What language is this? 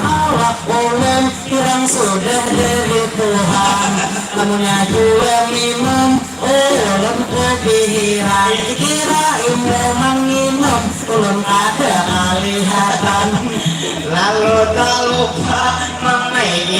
Banjar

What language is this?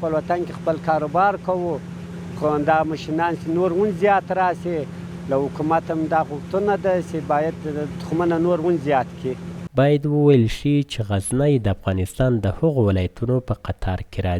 Pashto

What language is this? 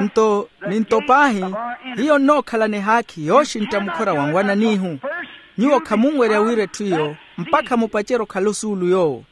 Makhuwa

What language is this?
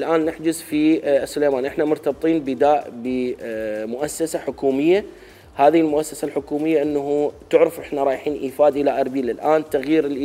Mesopotamian Arabic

